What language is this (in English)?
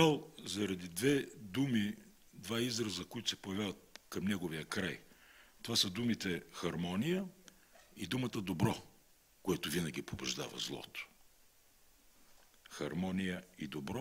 Bulgarian